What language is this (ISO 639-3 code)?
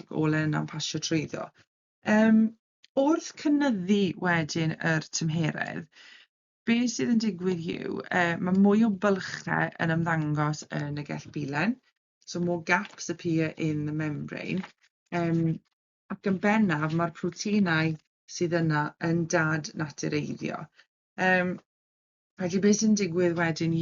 cym